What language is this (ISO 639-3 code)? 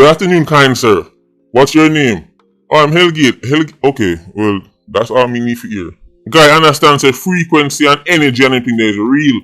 jam